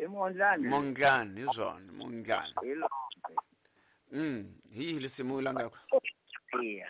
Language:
Tsonga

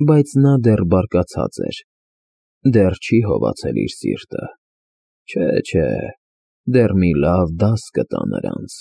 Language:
Armenian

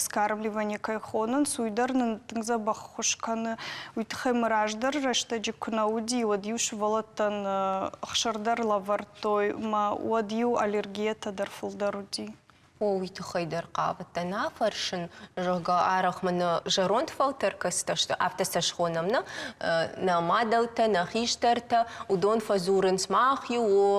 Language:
Ossetic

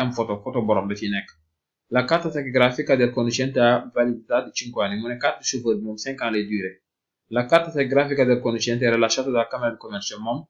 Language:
Wolof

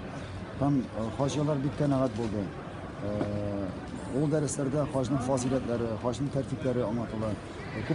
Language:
Tatar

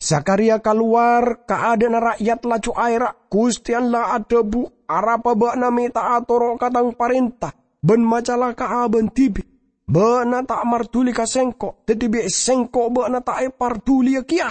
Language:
Madurese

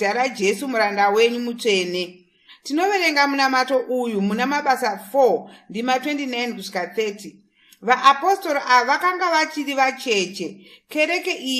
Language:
Shona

